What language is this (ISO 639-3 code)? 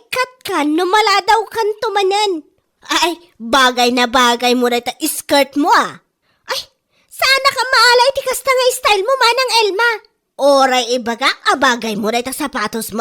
ilo